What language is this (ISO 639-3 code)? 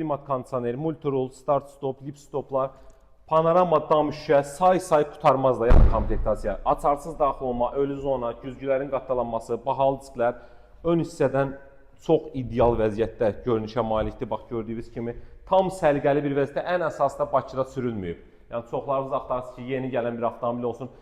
aze